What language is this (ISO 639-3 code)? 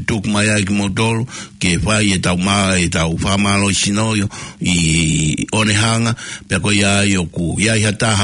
ton